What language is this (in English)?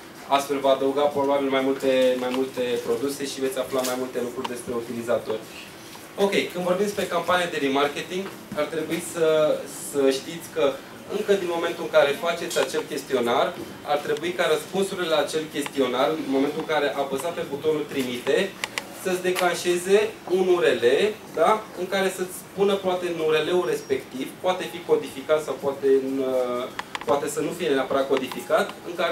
Romanian